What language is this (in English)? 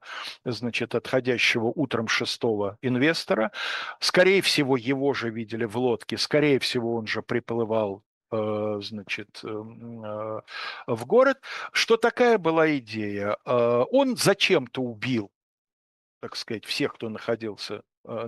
Russian